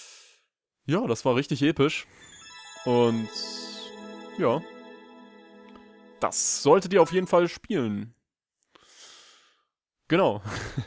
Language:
German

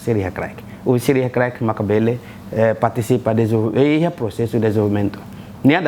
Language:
Tetum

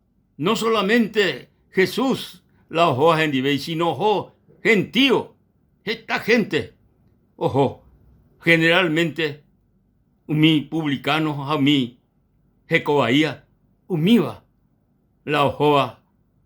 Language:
Guarani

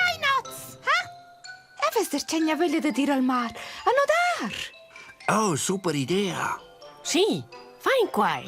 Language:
Romansh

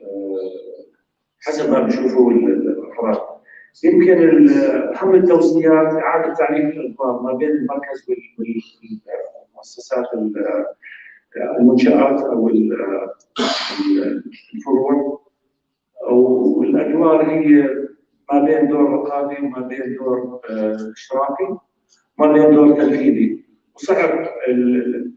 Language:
North Levantine Arabic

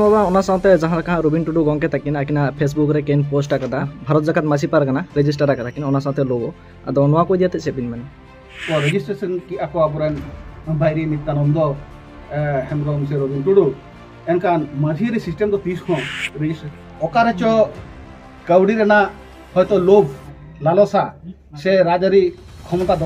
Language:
Santali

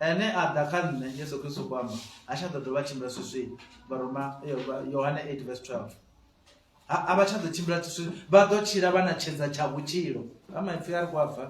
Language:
Venda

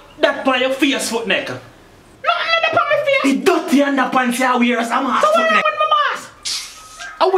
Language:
Jamaican Creole English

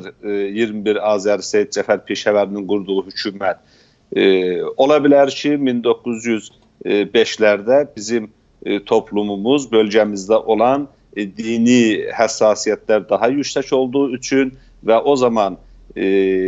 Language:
South Azerbaijani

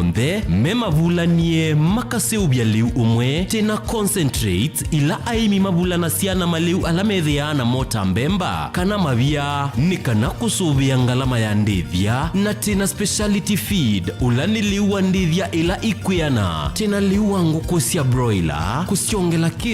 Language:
Kamba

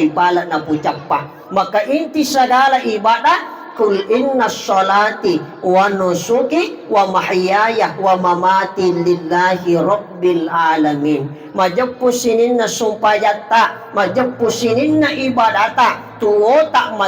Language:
Buginese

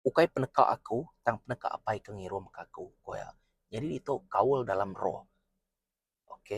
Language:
Iban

